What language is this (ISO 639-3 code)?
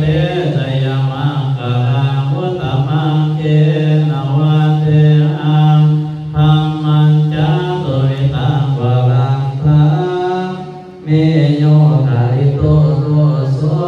pli